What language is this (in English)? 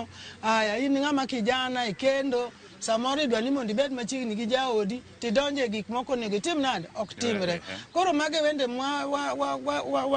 Luo (Kenya and Tanzania)